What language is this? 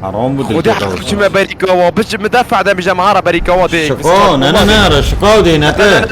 Kurdish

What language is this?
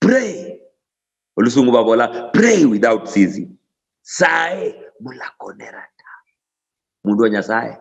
Luyia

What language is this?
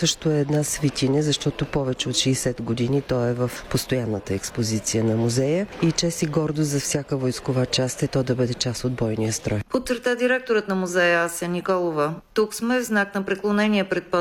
Bulgarian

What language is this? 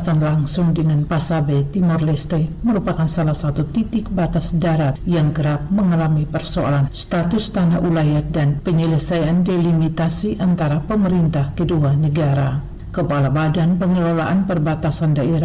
Indonesian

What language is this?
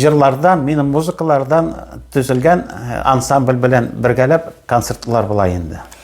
Tatar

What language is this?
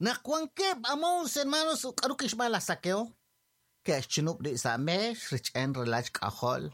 Kekchí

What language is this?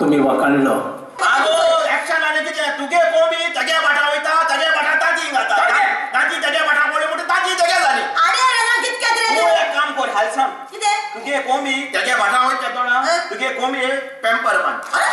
Konkani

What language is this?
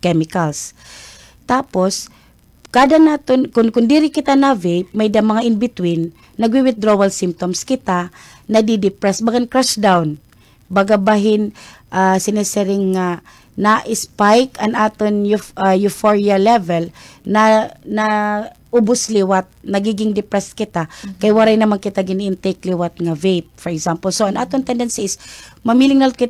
Waray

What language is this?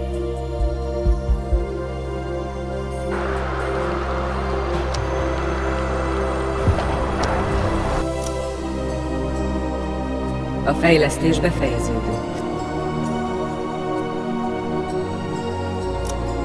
Hungarian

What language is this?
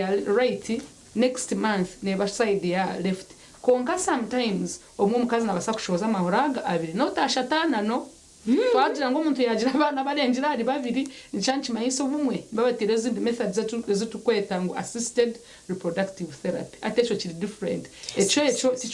Nyankole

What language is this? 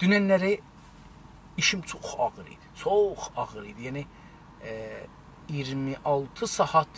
South Azerbaijani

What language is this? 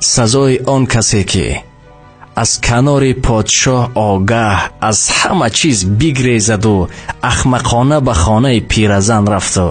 Tajik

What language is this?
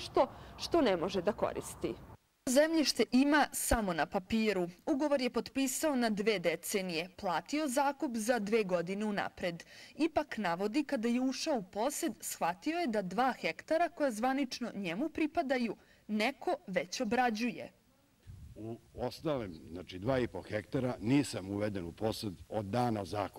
Serbian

